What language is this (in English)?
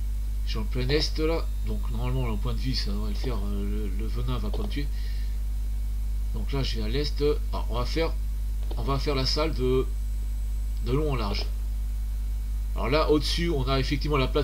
French